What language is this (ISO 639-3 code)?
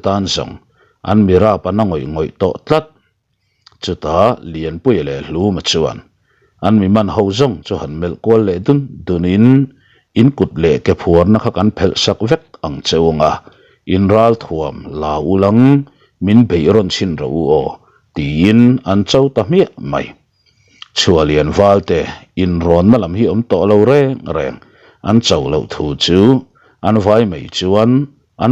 lus